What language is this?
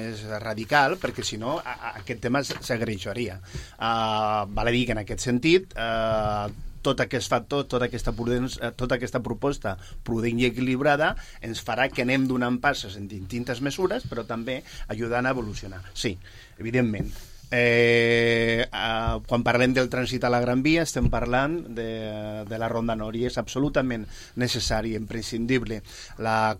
Catalan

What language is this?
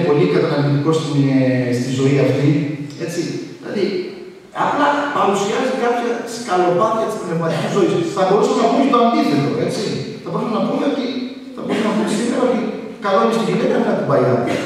Greek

